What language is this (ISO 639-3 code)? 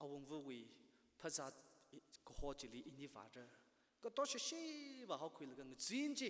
nmf